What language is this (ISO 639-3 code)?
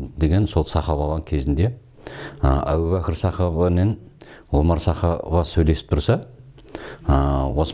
kaz